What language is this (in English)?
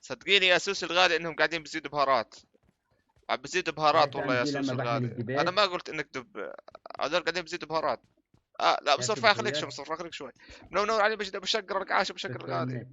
North Levantine Arabic